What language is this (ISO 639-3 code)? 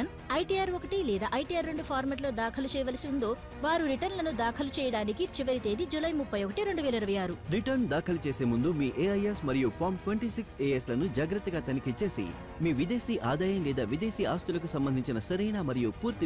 tel